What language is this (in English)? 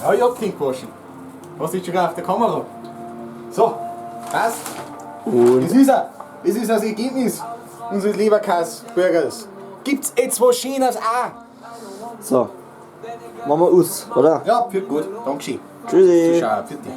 Bavarian